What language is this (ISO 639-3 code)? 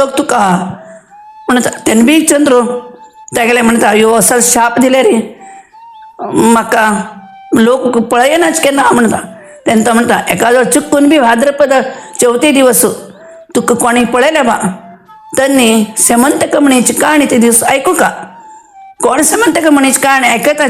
kok